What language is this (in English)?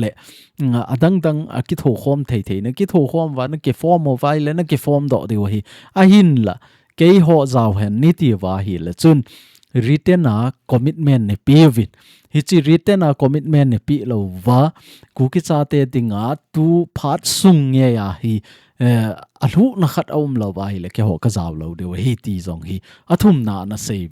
Thado Chin